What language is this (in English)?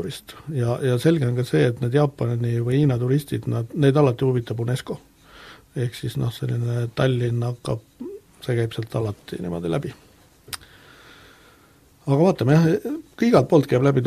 Estonian